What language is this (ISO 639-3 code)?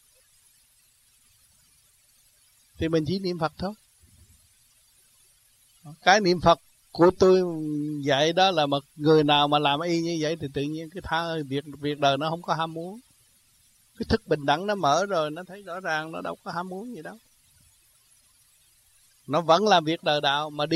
vie